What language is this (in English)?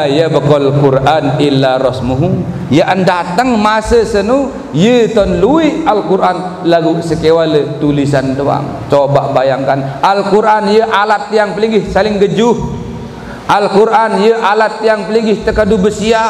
Sasak